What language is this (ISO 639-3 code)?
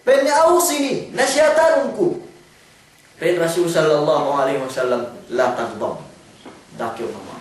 yka